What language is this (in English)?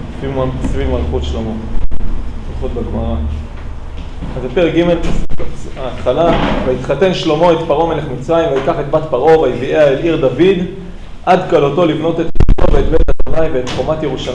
Hebrew